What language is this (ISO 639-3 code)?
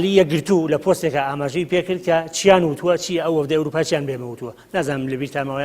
ckb